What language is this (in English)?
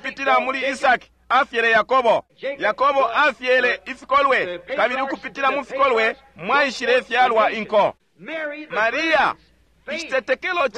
Bemba